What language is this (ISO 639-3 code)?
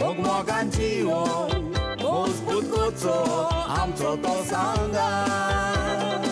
kok